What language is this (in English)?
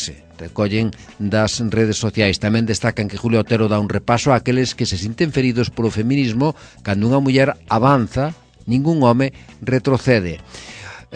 Galician